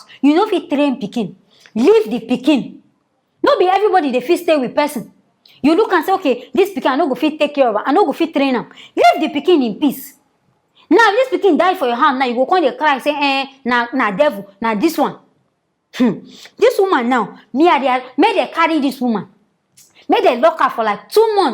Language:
Nigerian Pidgin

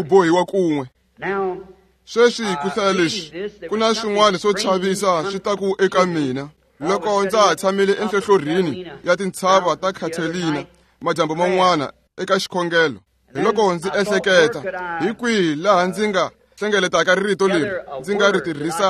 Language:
Tsonga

